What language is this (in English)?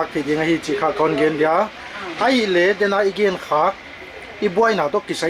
Tedim Chin